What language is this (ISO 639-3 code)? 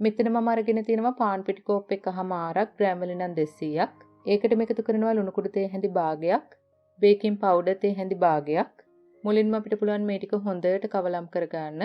sin